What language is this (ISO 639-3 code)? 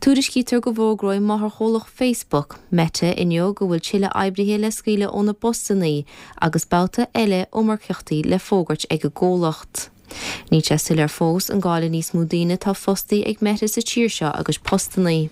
gle